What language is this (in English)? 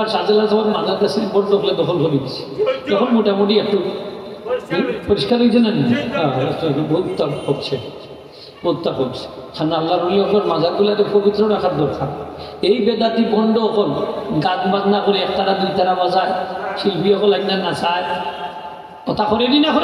Sylheti